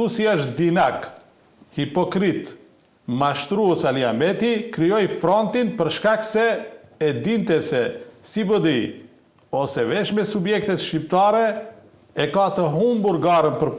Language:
Albanian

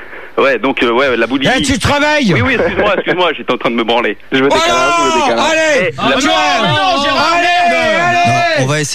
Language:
French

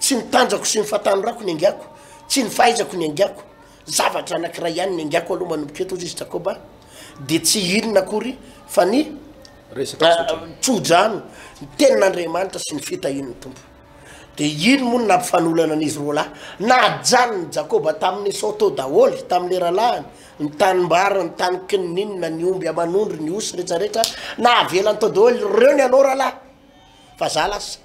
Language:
Malagasy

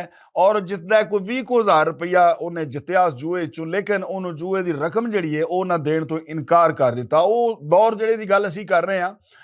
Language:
Western Panjabi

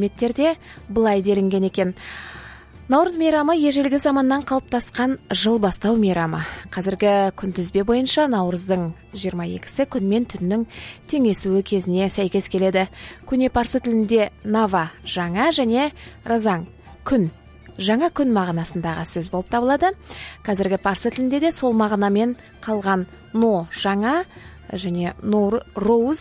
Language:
Kazakh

